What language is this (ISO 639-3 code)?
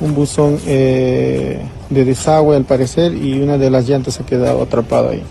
quy